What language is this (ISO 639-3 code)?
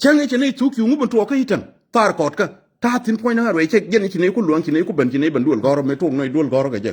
nus